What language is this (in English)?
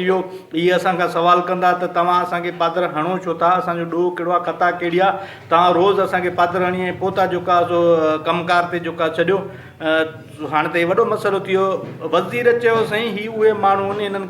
Sindhi